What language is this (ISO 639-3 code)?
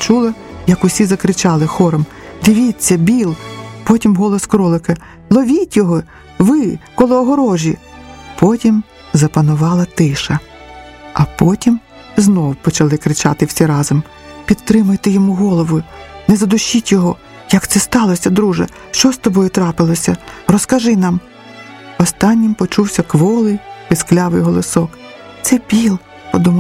ukr